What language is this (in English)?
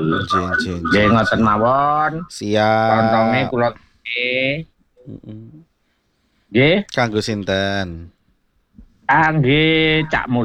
Javanese